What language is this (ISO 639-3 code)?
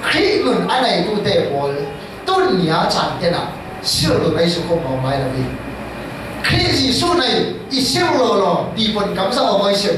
cfm